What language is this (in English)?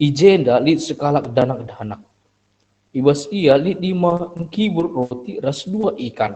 Batak Karo